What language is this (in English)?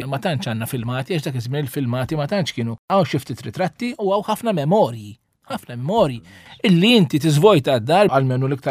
Maltese